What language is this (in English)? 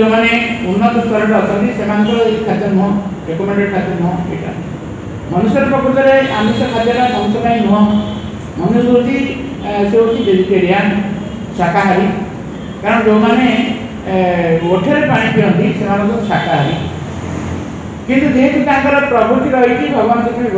Odia